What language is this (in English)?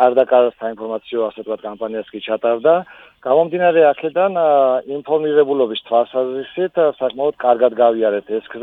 Georgian